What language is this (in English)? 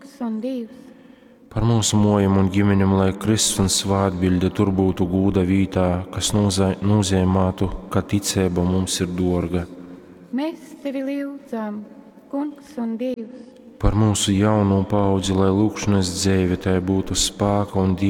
Latgalian